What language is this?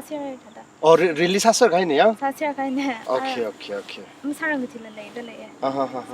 Tangkhul Naga (India)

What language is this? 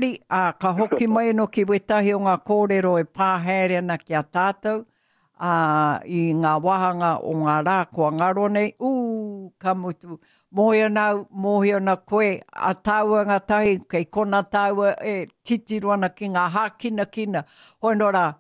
Māori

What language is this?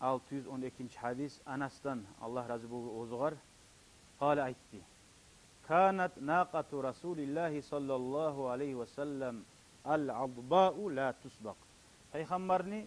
Kumyk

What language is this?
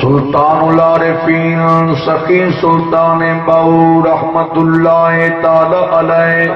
Saraiki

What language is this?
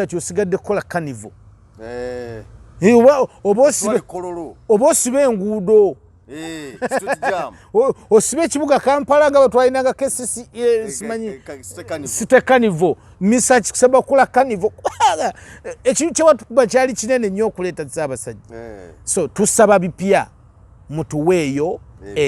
Ganda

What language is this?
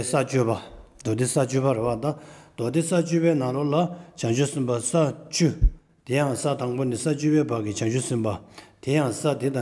Tibetan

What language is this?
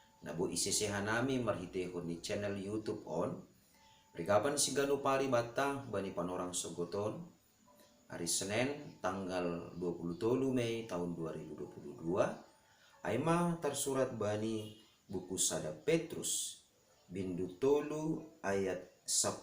Batak Simalungun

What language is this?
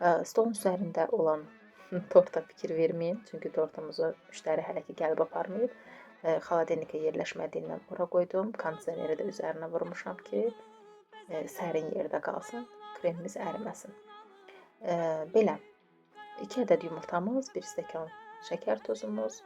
Azerbaijani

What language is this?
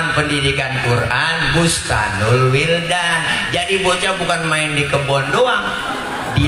Betawi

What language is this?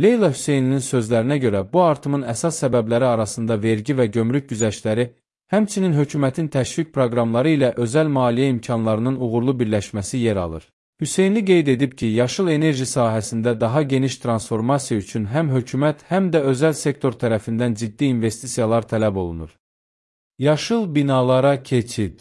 Azerbaijani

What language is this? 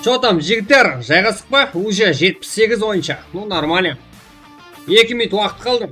Kara-Kalpak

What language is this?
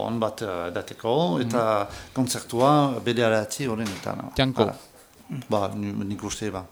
Basque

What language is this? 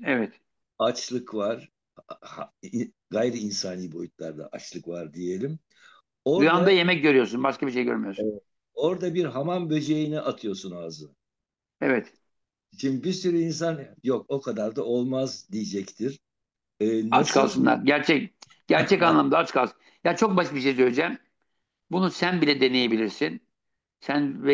Turkish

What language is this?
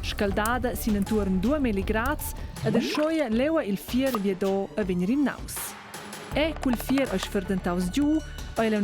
Romansh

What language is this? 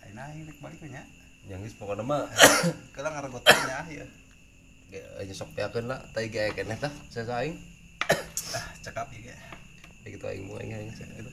Sundanese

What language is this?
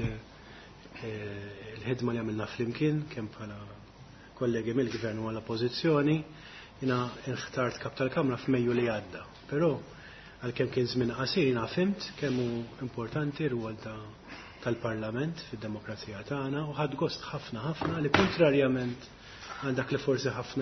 Maltese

